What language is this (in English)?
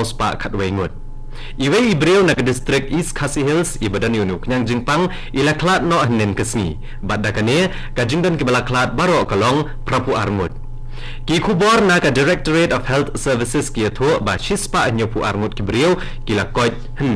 Khasi